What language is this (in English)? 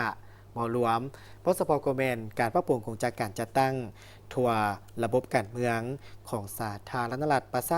Lao